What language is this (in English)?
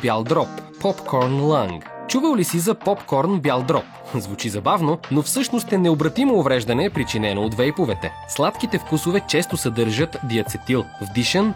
Bulgarian